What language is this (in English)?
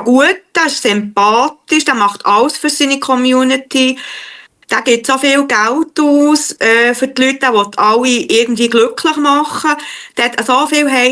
Swiss German